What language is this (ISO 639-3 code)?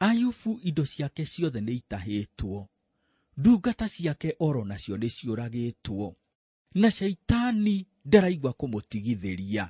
kik